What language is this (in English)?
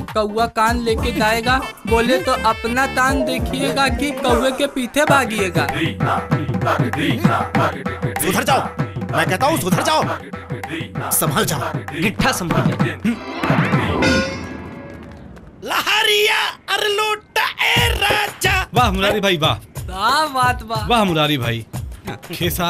Bhojpuri